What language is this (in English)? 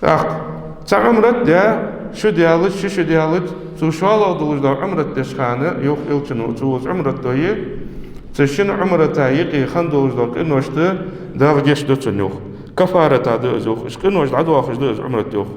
Ingush